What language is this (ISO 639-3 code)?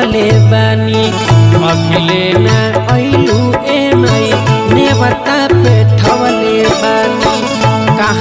bho